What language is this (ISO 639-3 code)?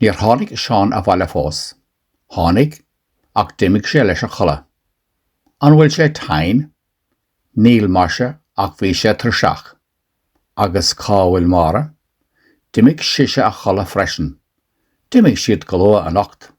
gle